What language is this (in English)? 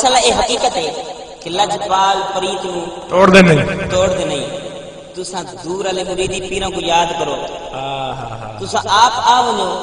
Saraiki